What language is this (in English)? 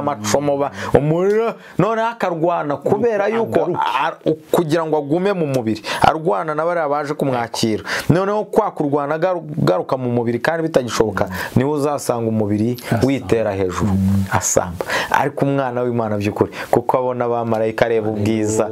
Kinyarwanda